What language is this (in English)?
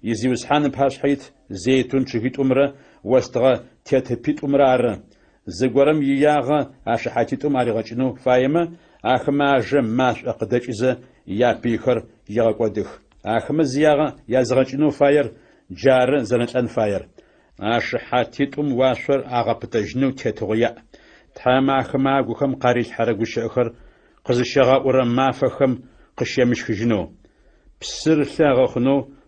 Adyghe